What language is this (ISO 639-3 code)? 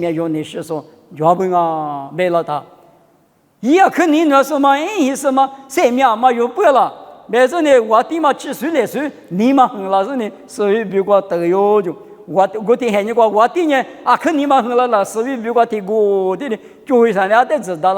lis